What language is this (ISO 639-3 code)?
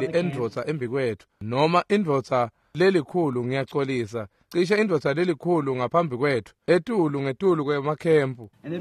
ssw